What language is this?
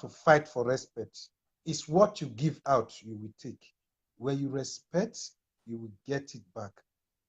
Nigerian Pidgin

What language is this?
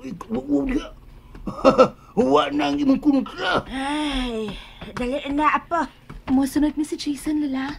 Cebuano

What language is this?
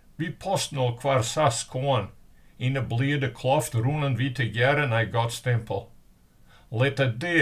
Western Frisian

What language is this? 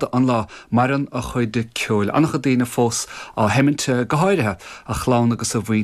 Irish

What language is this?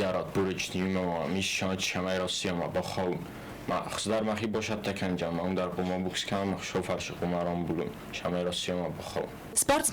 Ossetic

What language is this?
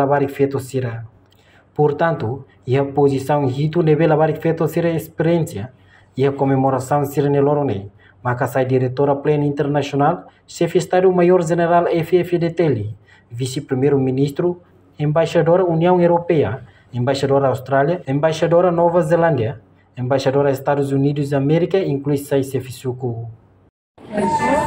Tetum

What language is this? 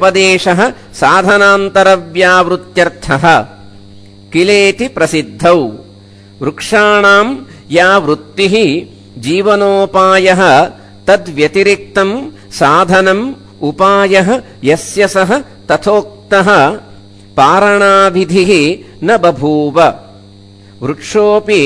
Sanskrit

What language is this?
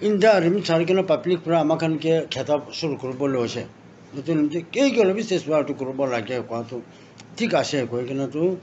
Naga Pidgin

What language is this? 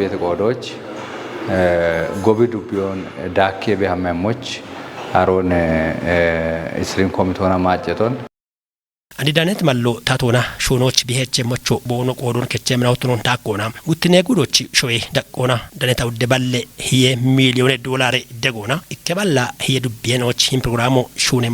Kafa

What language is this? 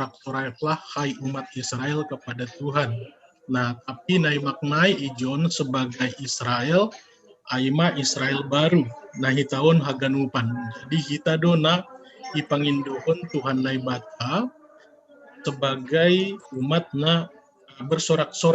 Batak Simalungun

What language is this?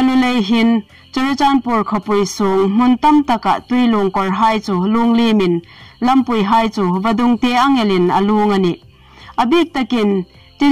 Hmar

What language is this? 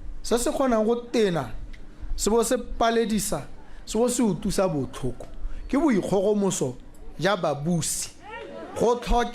Tswana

